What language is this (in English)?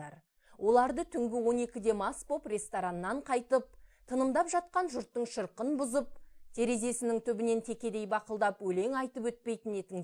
Kazakh